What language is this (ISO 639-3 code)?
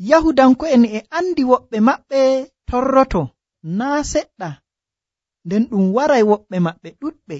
fuv